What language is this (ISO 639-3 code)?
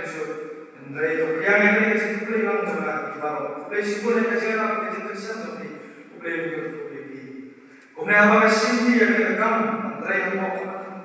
kha